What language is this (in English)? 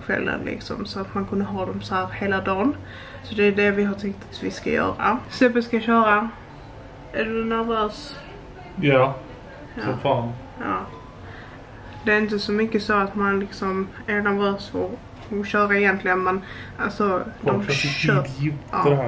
Swedish